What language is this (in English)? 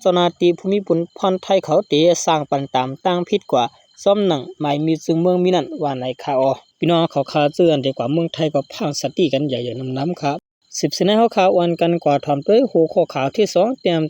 Shan